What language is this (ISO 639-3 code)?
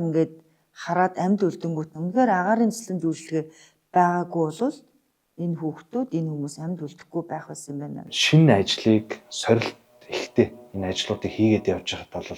mon